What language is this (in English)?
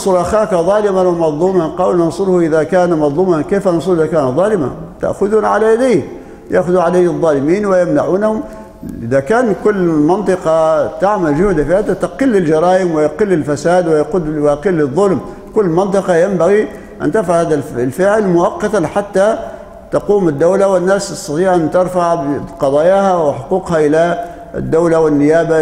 Arabic